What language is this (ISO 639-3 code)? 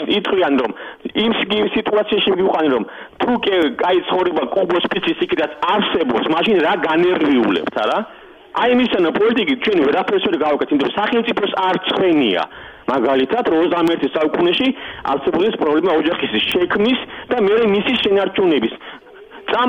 kat